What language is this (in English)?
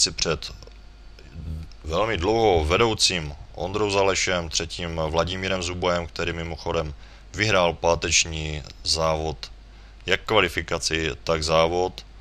Czech